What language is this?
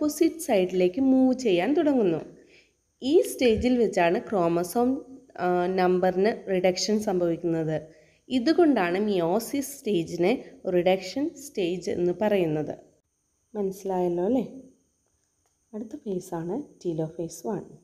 Malayalam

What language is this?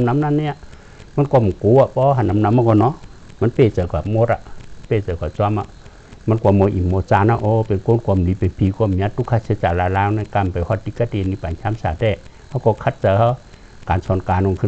Shan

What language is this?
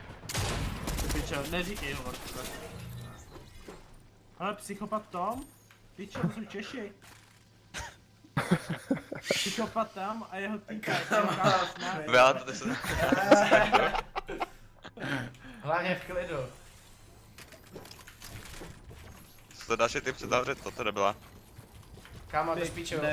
Czech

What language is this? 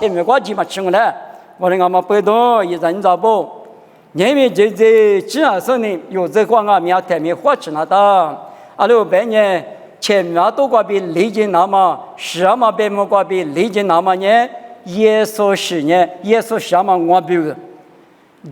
Lisu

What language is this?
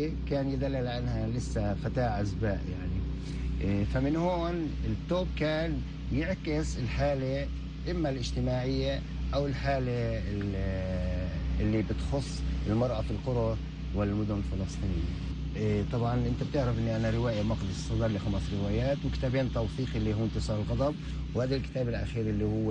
North Levantine Arabic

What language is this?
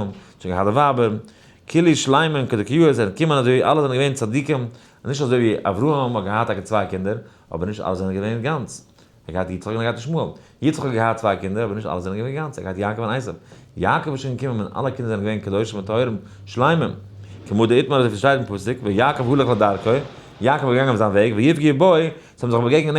Yiddish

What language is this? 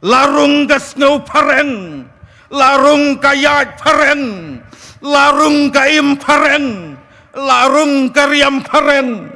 Khasi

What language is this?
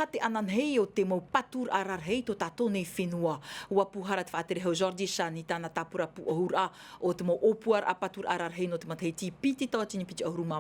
Tahitian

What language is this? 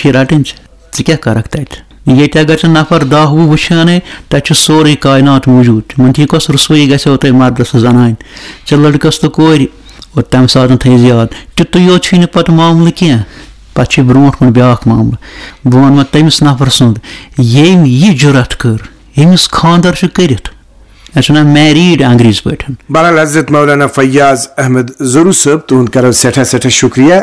Kashmiri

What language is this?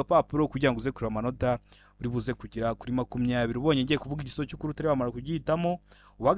Kinyarwanda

